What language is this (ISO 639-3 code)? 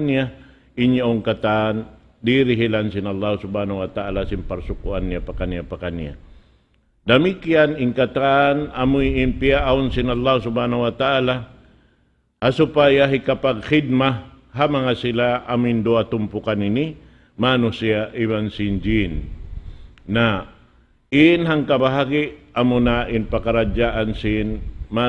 tsg